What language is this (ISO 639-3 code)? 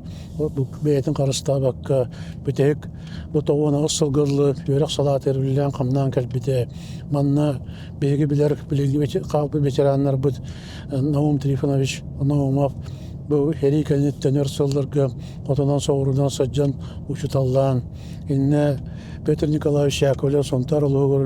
sah